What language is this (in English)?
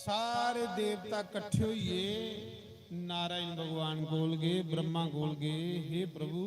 Dogri